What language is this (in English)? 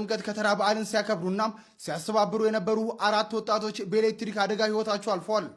Amharic